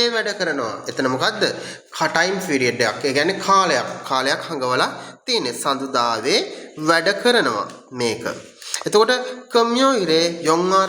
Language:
Sinhala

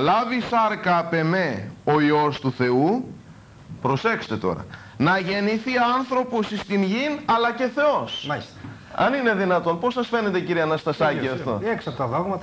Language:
Greek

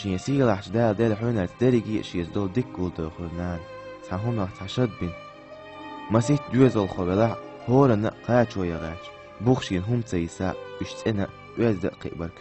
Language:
Chechen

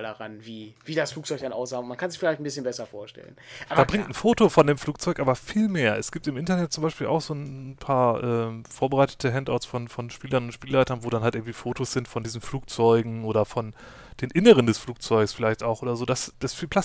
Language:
German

